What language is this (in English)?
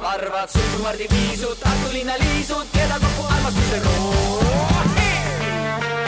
Estonian